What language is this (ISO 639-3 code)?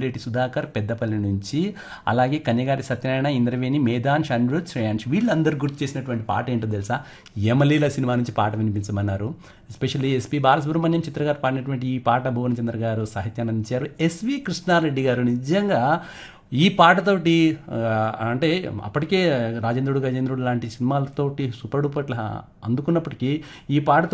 tel